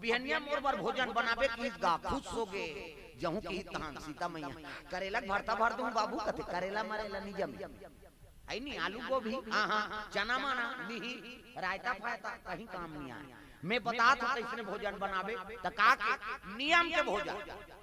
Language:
Chhattisgarhi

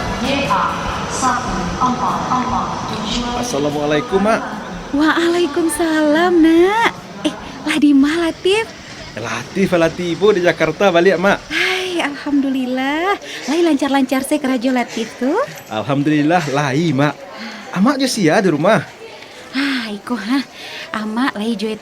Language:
Minangkabau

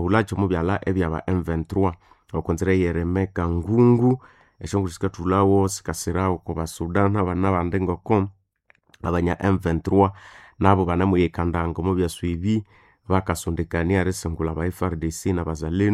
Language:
Nande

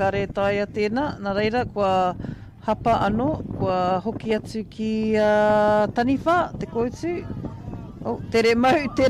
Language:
Māori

